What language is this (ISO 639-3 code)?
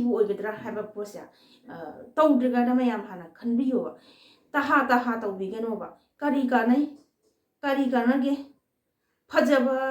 mni